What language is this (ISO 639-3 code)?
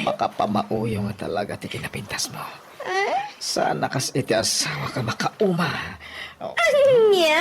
ilo